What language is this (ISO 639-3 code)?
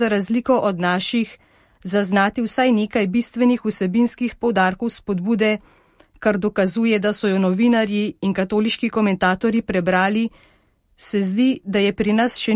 slv